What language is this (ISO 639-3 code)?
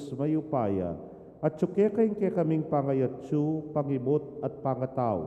pam